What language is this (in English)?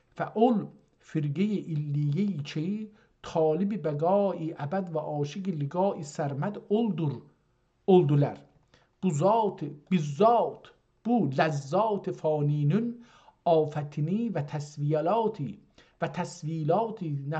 South Azerbaijani